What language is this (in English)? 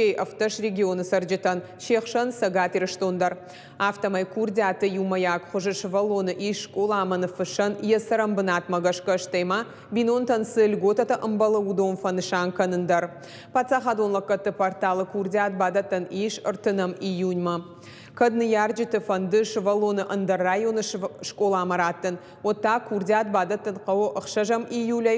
Ossetic